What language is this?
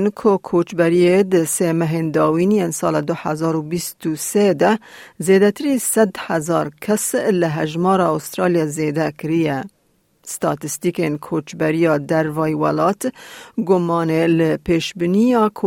Kurdish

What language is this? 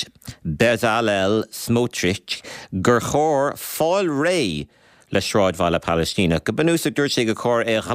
Irish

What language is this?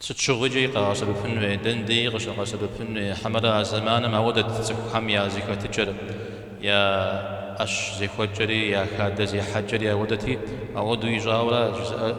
Kabardian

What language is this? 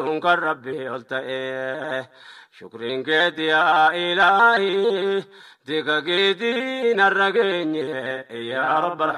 Oromo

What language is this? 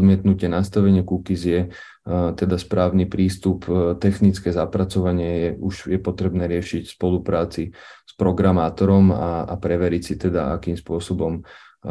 Slovak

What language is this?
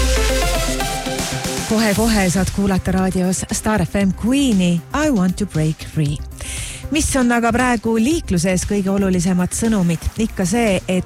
Estonian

